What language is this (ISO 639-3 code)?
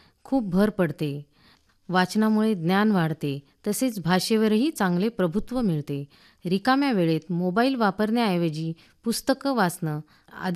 mar